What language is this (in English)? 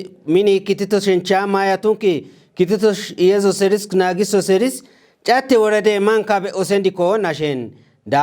Kafa